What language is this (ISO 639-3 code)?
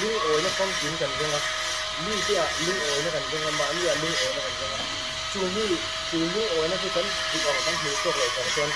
lus